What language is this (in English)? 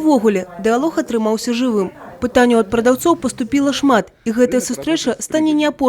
Belarusian